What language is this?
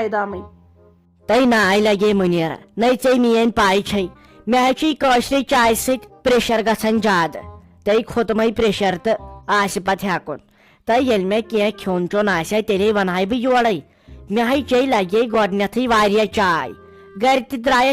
Kashmiri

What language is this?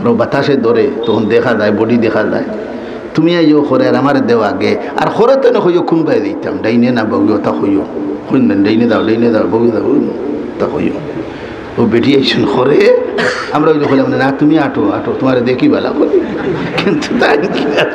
Sylheti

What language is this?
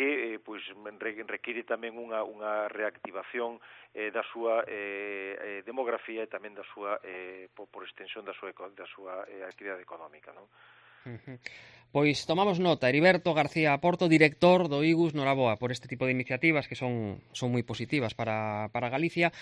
Galician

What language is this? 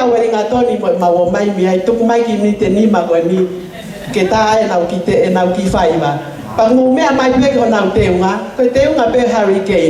Tongan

